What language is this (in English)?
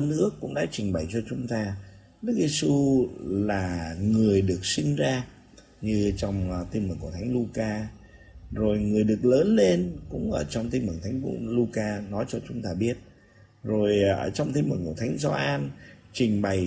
Vietnamese